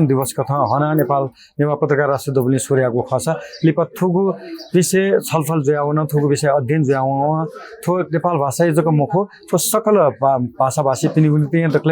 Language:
Newari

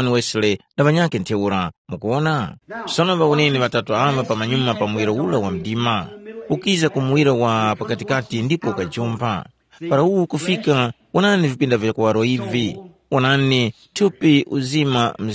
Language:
Tumbuka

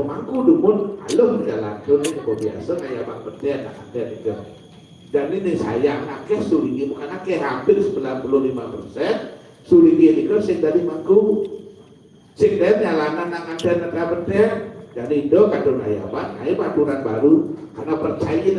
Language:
Balinese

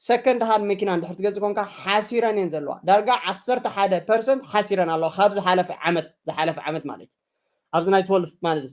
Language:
Tigrinya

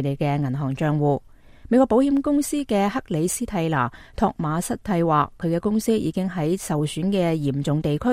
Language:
Cantonese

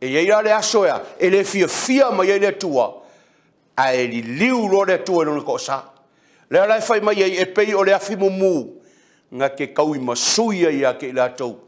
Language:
Samoan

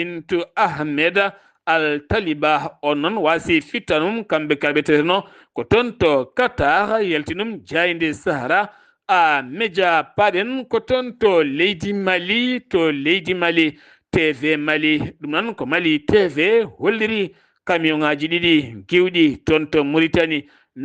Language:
Fula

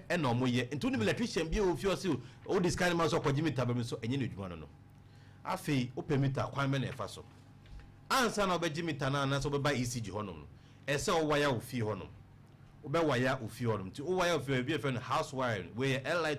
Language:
Akan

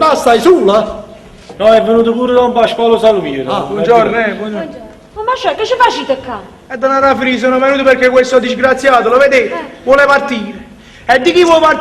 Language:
Neapolitan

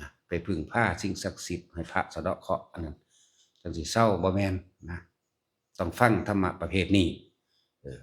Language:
Lao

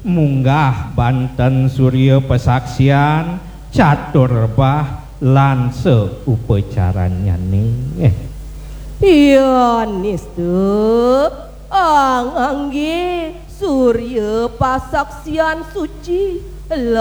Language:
Balinese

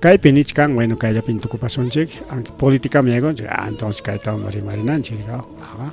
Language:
Ayacucho Quechua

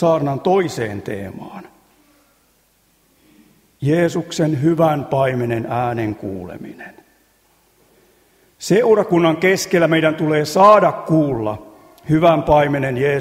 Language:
Finnish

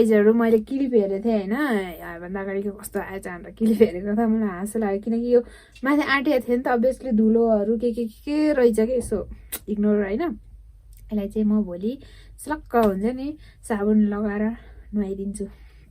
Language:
Nepali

